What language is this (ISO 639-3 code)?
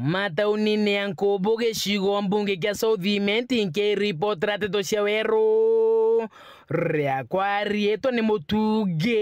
mer